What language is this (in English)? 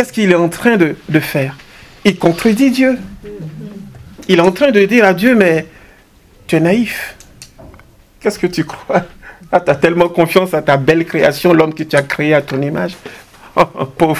French